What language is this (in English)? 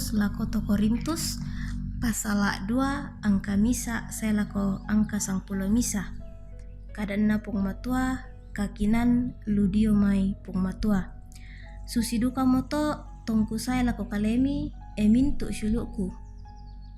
Toraja-Sa'dan